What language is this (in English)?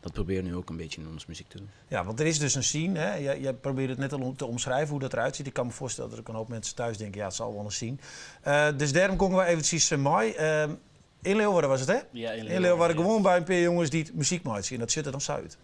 Western Frisian